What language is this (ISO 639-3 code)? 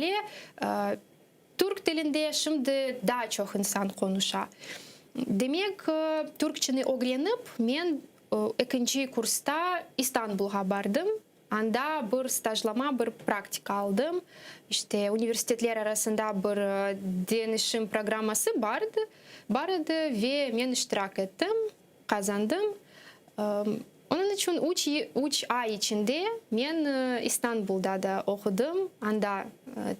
crh